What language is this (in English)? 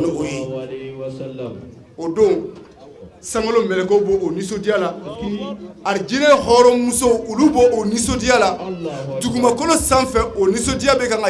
Bambara